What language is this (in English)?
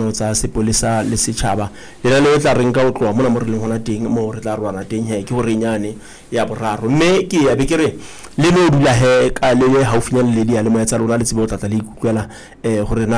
Southern Sotho